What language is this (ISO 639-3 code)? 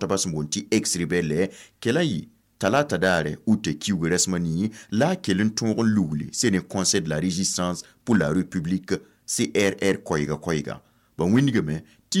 mos